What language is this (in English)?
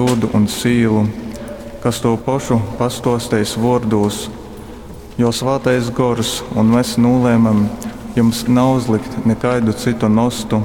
Latgalian